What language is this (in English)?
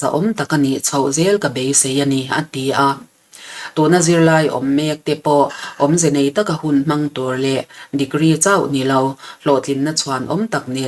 Mizo